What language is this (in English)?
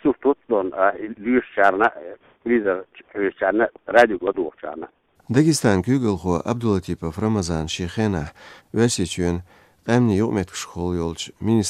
Chechen